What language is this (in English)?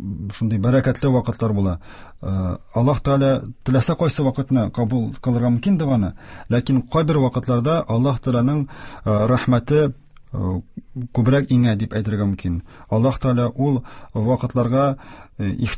Tatar